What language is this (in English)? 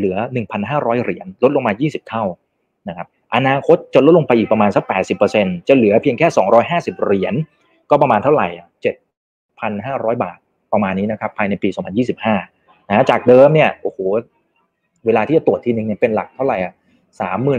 Thai